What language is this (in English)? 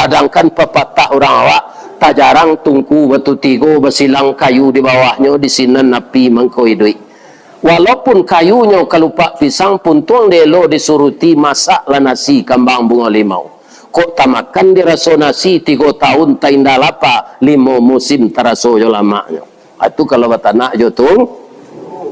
Minangkabau